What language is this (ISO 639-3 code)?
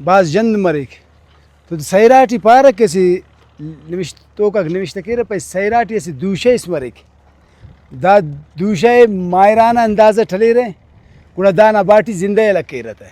brh